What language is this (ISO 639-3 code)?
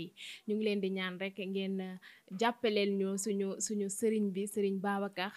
wol